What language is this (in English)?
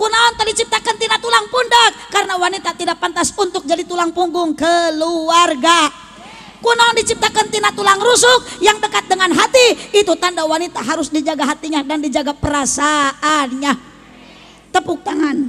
Sundanese